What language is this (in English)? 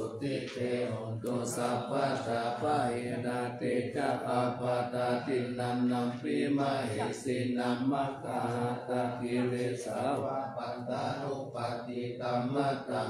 Pali